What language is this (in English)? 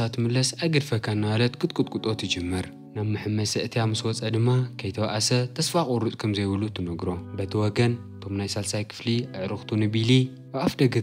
Tigrinya